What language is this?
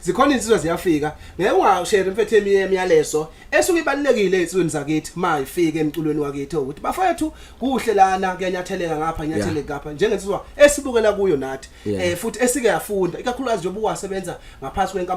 Zulu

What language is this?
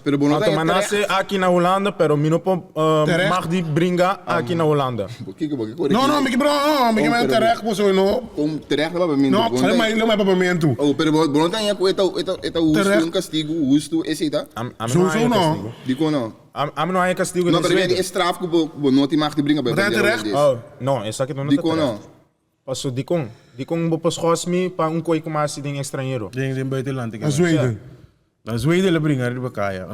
Papiamento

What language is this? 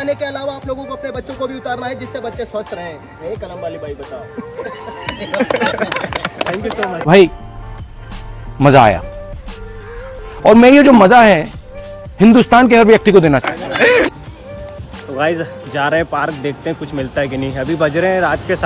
Hindi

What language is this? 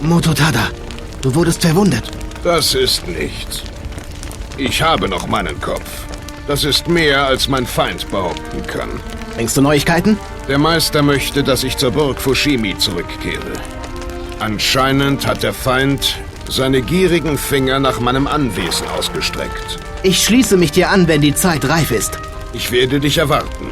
Bavarian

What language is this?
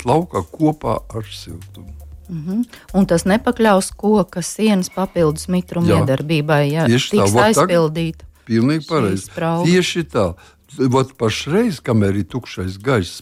Latvian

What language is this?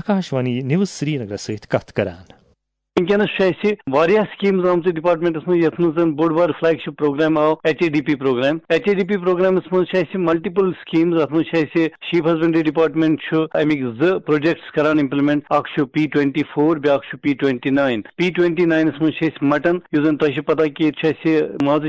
Kashmiri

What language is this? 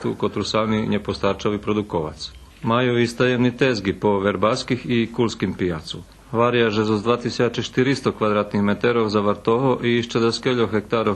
Rusyn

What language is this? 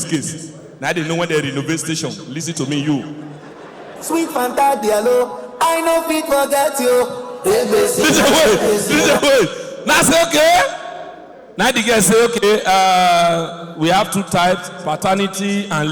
Nigerian Pidgin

